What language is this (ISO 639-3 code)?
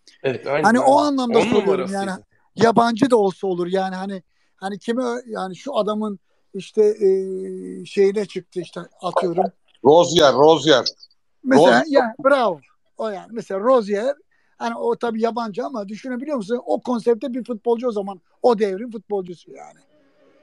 tur